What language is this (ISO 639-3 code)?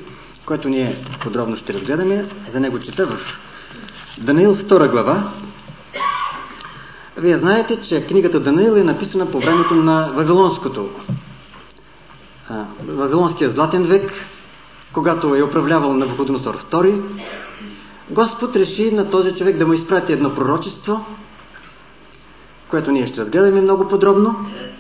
bul